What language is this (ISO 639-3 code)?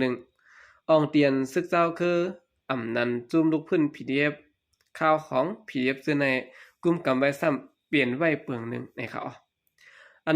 shn